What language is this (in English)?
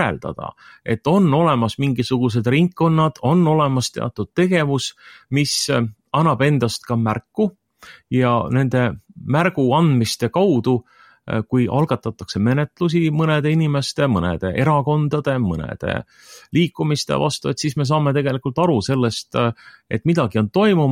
Estonian